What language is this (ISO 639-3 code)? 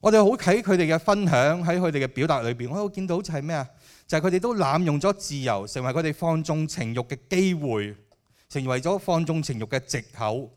yue